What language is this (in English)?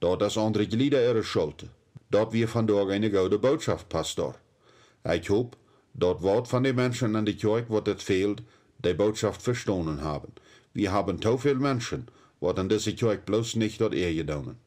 Plautdietsch